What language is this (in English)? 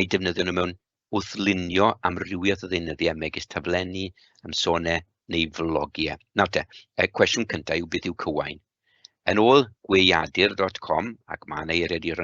Welsh